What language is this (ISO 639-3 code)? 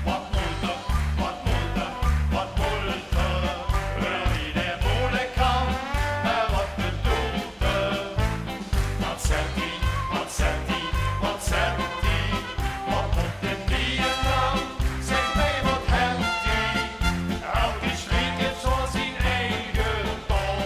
lim